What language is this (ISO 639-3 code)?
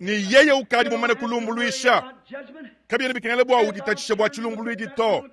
lua